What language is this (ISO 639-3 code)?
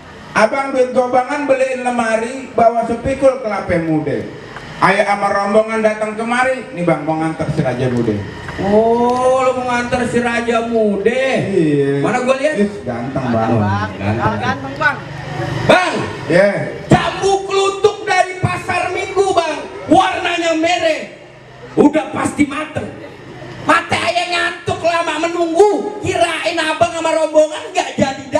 bew